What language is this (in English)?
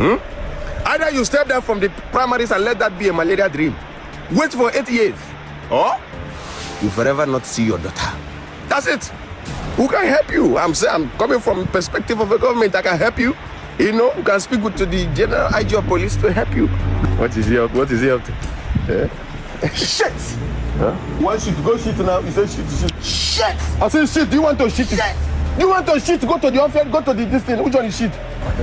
Nigerian Pidgin